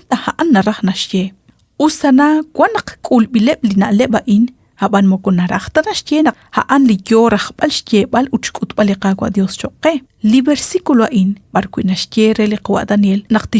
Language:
Kekchí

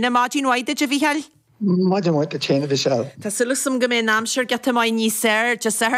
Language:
Irish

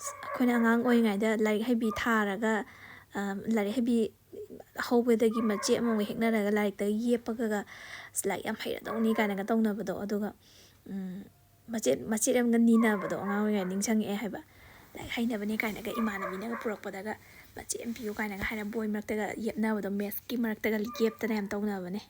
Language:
Manipuri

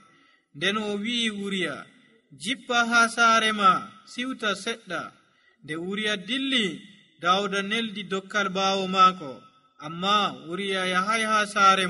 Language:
Nigerian Fulfulde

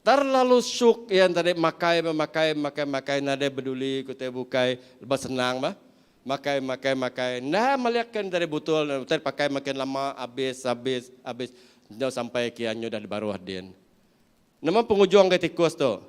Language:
Iban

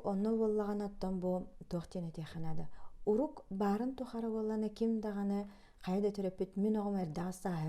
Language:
Yakut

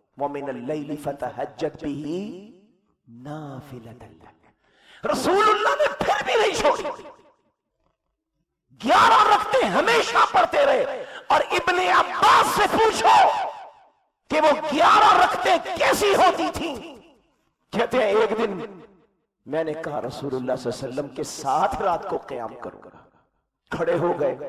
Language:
Urdu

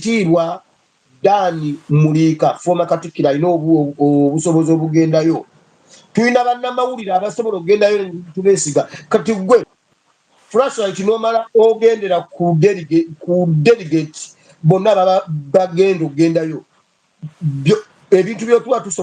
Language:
Ganda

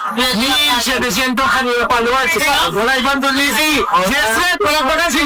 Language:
Filipino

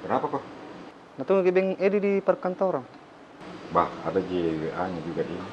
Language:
Makassar Malay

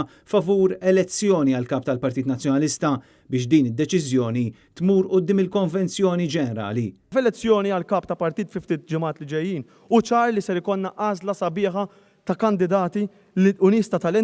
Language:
Maltese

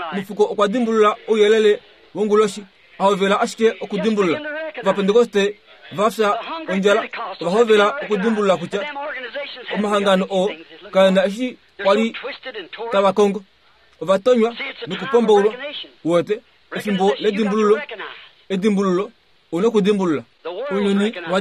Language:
Kuanyama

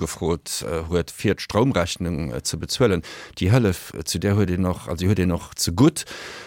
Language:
Luxembourgish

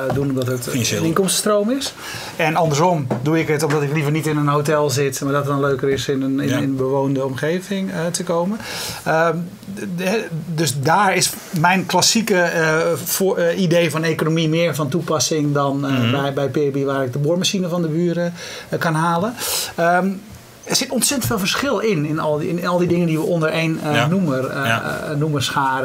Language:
Dutch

